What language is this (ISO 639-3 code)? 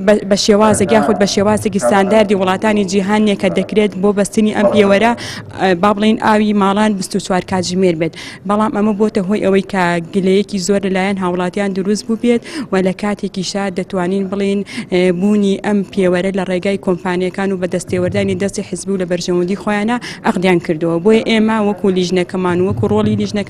ckb